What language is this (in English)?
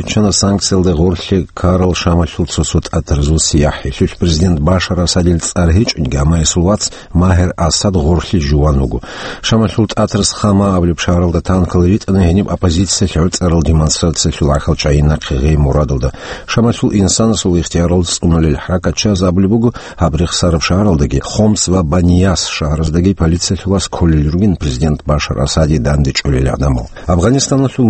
Avaric